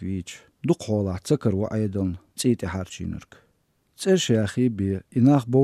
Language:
Chechen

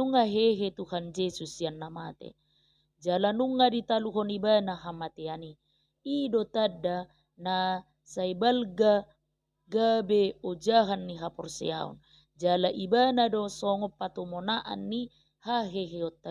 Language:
Batak Toba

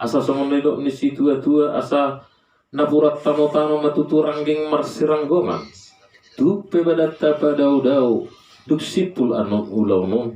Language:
Batak Toba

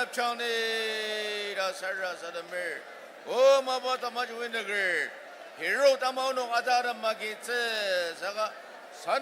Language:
Ao Naga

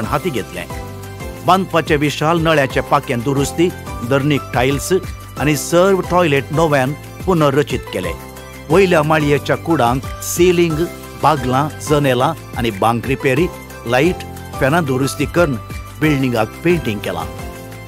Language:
Konkani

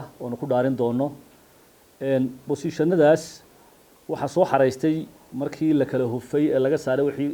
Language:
Somali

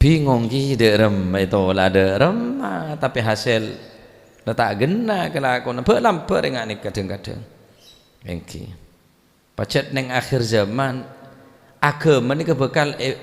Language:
Madurese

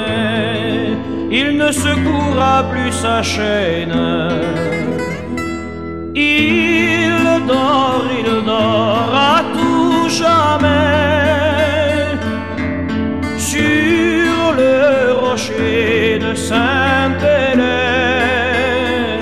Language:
French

